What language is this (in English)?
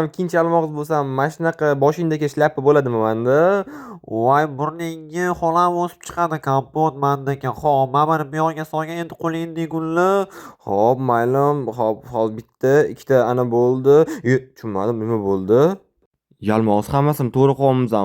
Uzbek